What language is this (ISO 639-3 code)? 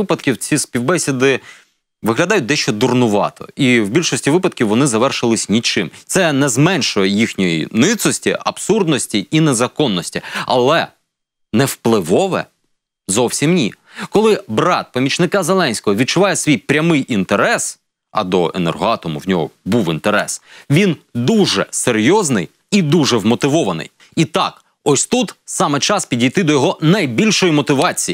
ukr